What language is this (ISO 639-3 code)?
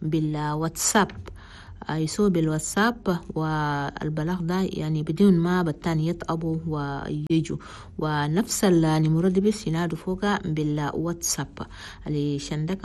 shu